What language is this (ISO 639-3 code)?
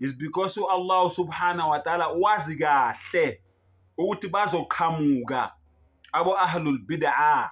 zul